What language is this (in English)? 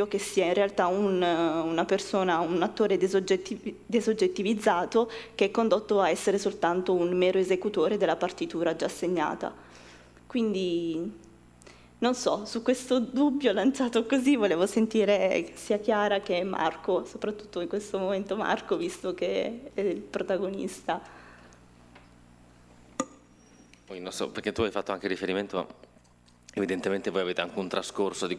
Italian